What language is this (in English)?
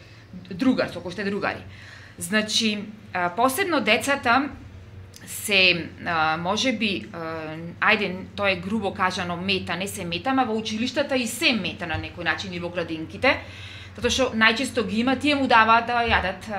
Macedonian